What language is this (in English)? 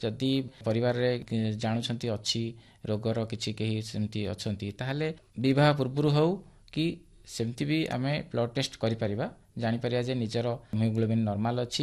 Odia